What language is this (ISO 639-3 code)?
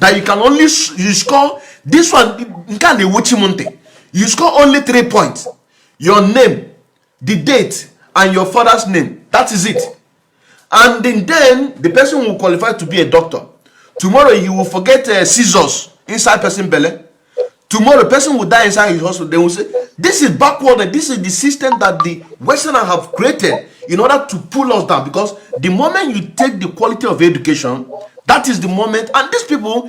pcm